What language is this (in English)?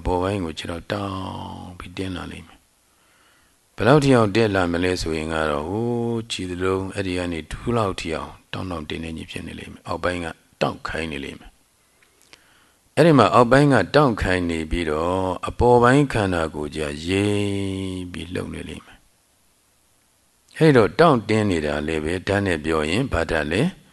Burmese